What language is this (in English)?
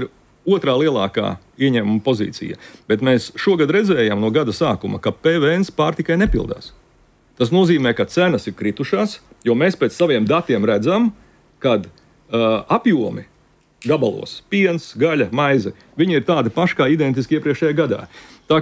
Latvian